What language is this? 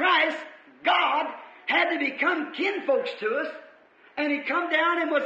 Makhuwa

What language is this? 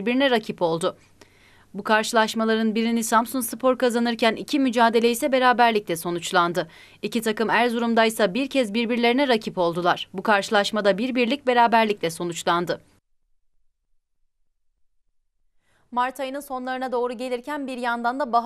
Turkish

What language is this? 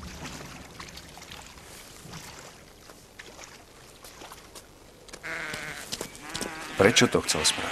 Slovak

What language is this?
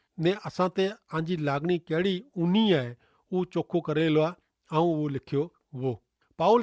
Kachhi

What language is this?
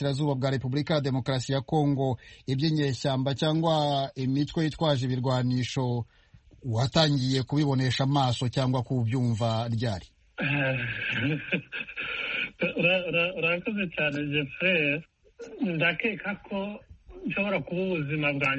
Kinyarwanda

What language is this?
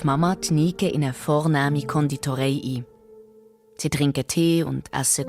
Swiss German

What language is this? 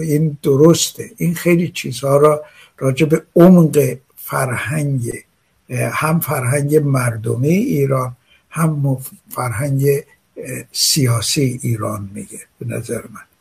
Persian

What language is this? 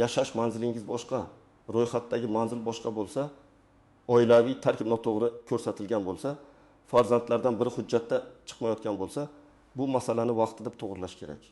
Uzbek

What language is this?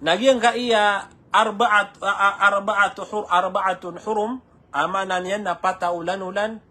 Maranao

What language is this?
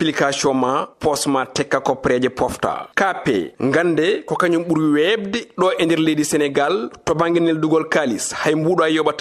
Fula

